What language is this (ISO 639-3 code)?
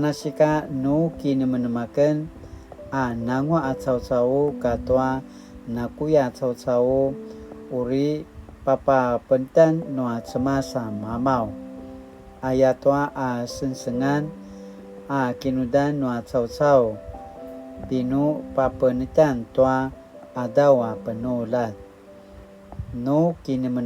pwn